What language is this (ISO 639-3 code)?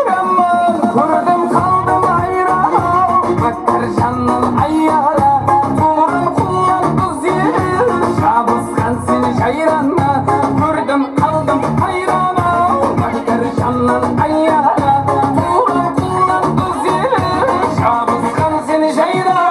kaa